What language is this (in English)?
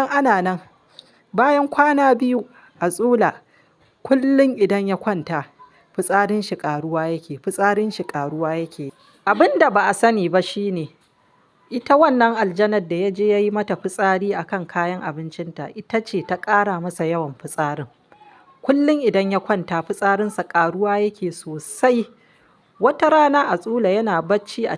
Hausa